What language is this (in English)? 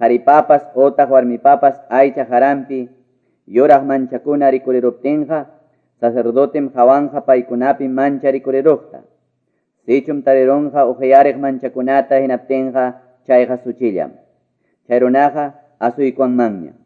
Quechua